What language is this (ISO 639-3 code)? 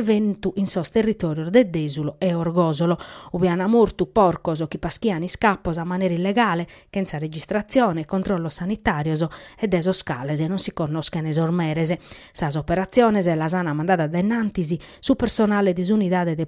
srd